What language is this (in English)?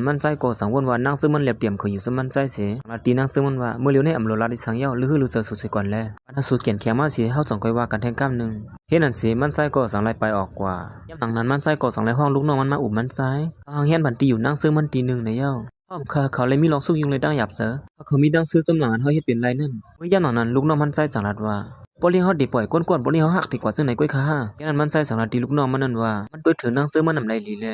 Shan